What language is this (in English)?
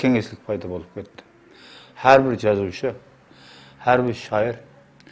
Kara-Kalpak